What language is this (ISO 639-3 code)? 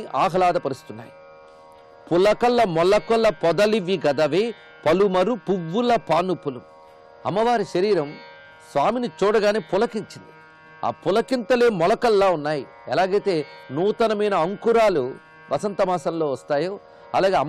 tel